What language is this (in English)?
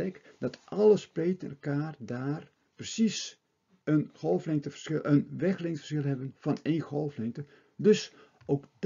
Dutch